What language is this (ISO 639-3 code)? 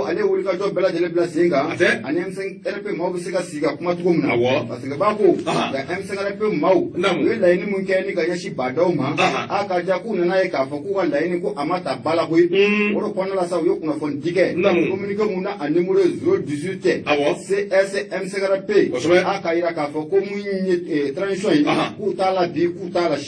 bam